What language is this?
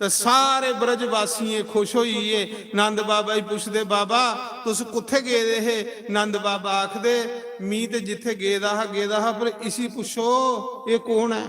Dogri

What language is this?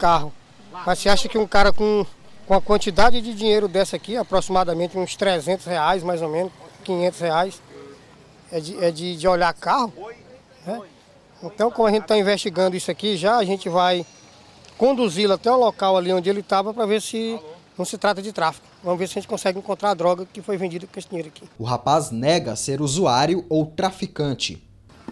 Portuguese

